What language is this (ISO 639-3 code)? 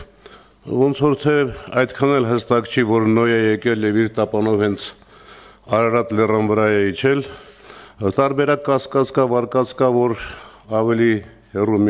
hye